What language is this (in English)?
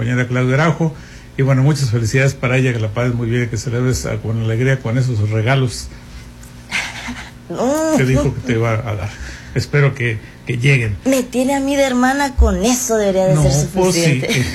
Spanish